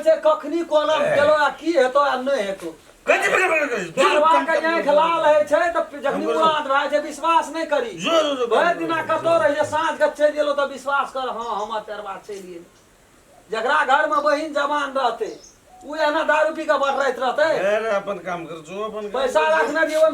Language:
Maithili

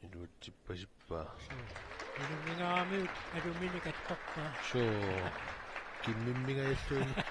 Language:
Kalaallisut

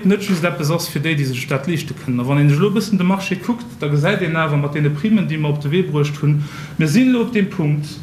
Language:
Luxembourgish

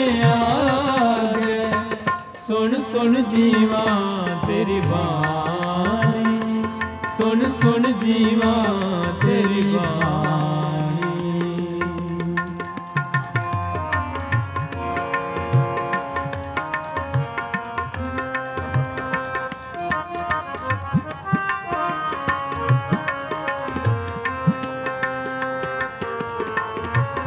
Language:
Punjabi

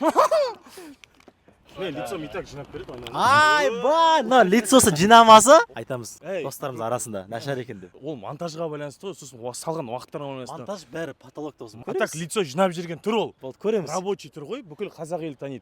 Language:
Kazakh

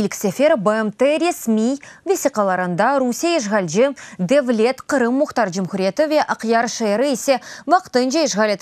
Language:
Crimean Tatar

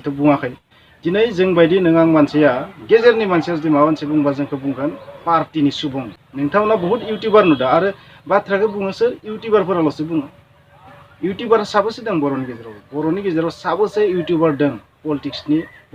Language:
Bodo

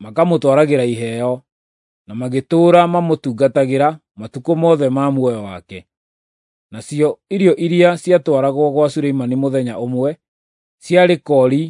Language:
Kikuyu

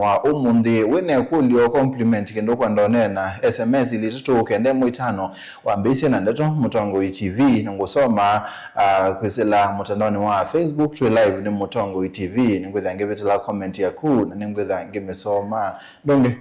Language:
Kamba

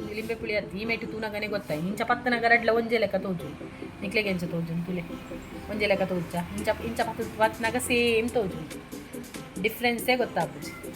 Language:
Tulu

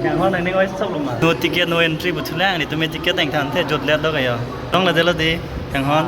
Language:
Karbi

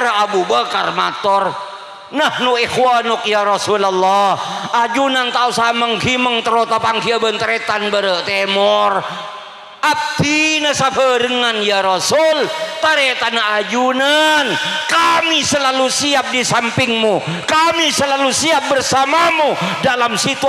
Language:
Madurese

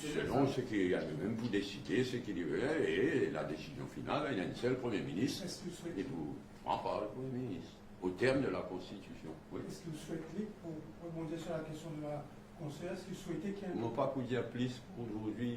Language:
Morisyen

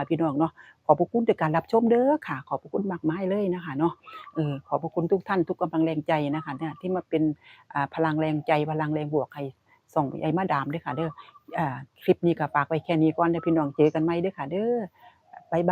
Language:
Northeastern Thai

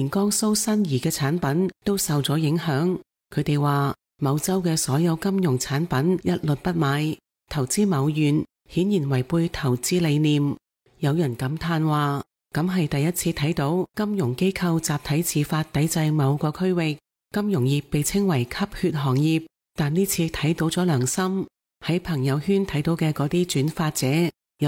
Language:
Cantonese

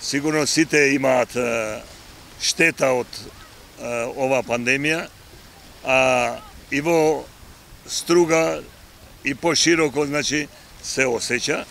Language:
Macedonian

